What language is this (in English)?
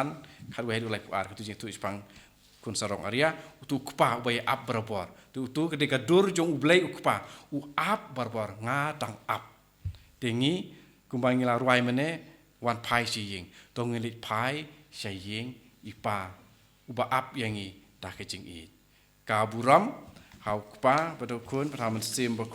Khasi